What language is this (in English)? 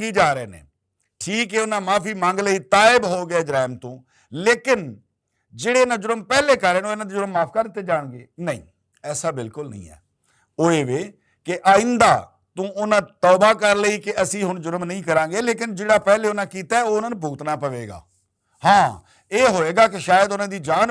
Western Panjabi